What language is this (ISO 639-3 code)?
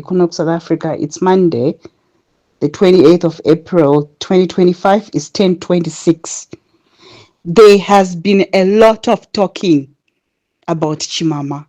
sna